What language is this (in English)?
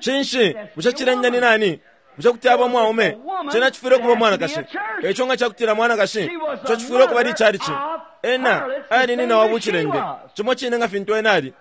Bemba